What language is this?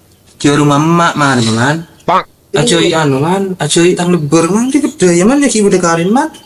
Madurese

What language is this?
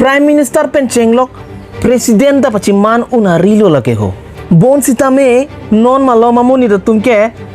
Karbi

